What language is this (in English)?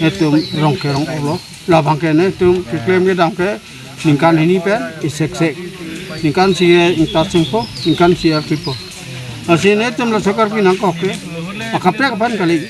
Karbi